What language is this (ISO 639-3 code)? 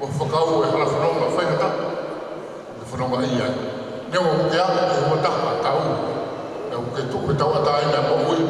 ton